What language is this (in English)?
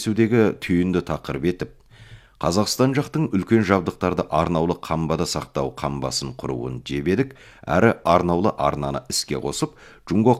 Kazakh